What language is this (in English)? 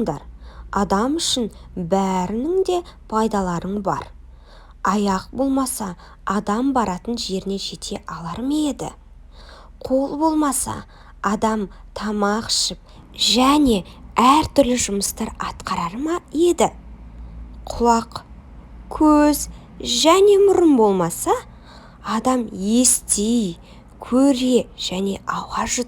Kazakh